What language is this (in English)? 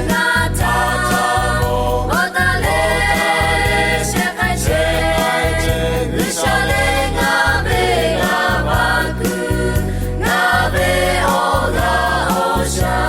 Lahu